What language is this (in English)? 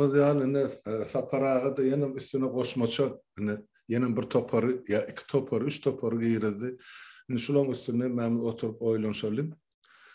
Turkmen